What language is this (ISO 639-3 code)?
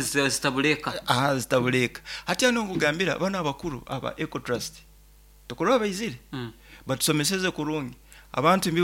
nyo